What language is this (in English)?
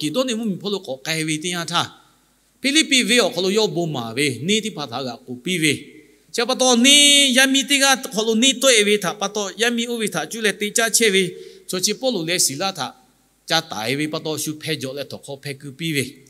Lahu